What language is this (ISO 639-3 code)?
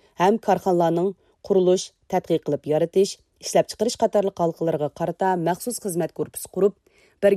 uig